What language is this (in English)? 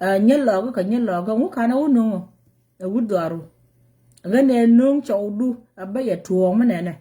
Nuer